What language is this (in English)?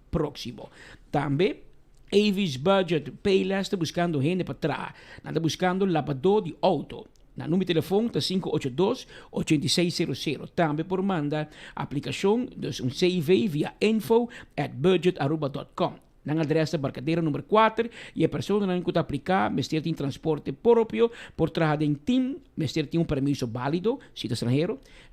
Papiamento